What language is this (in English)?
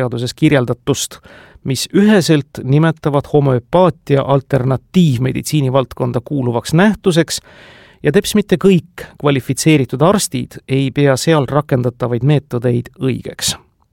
Estonian